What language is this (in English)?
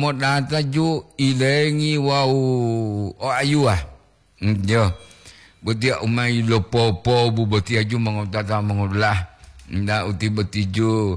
Gorontalo